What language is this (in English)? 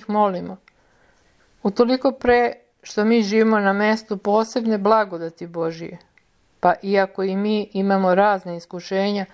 Serbian